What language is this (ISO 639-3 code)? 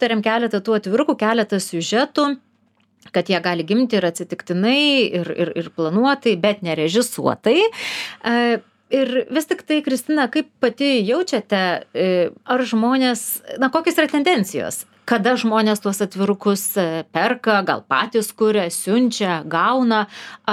lit